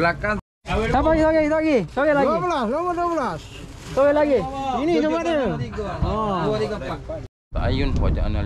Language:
Malay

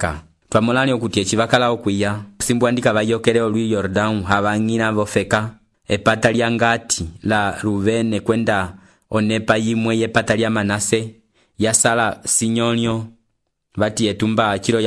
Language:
Umbundu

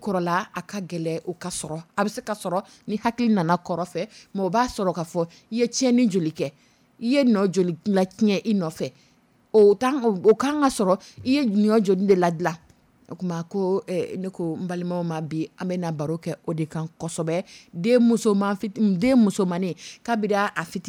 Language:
Dyula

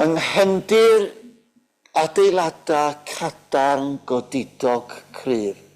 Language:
Welsh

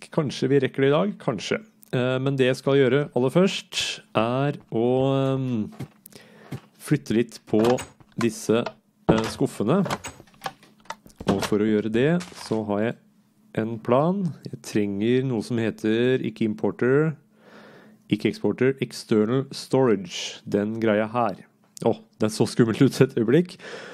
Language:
Norwegian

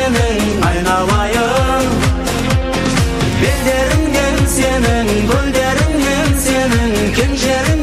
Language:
Kazakh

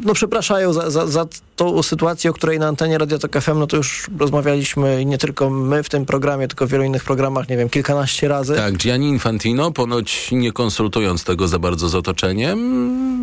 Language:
Polish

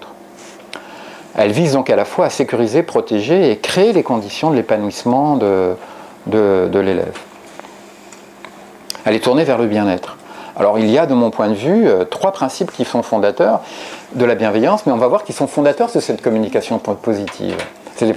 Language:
French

